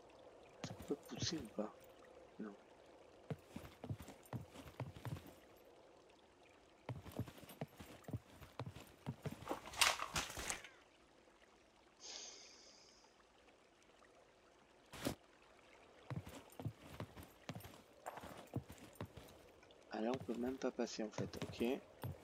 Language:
French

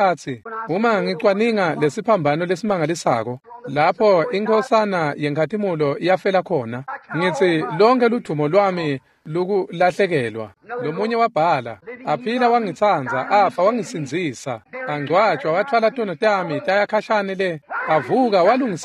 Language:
Swati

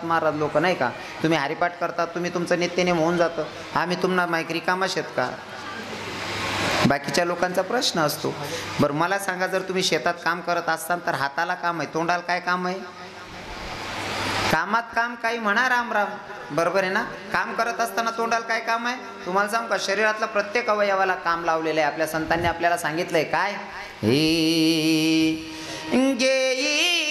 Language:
Marathi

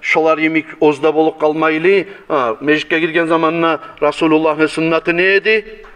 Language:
Kumyk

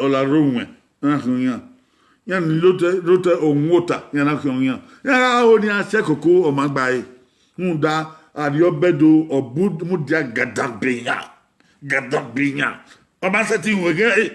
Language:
Bini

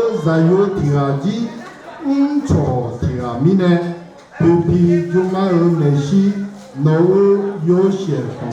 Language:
Akha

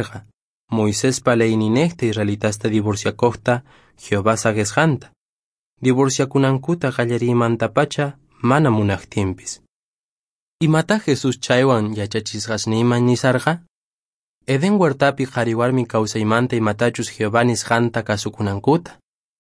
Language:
Quechua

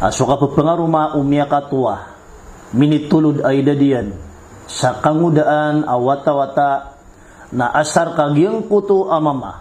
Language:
Maranao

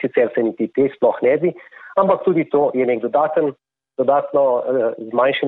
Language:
Slovenian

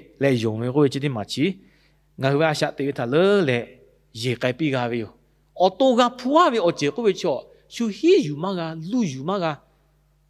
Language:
Lahu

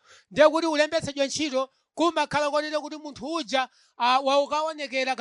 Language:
Nyanja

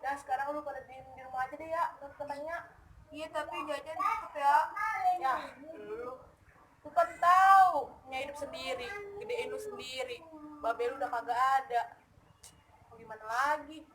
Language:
Betawi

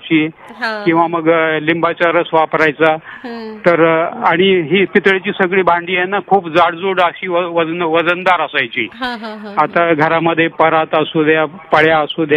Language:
Marathi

